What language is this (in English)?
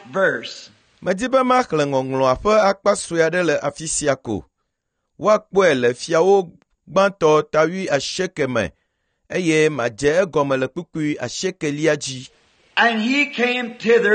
Ewe